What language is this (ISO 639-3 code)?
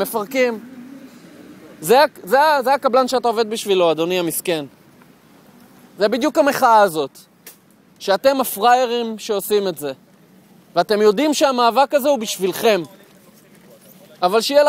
heb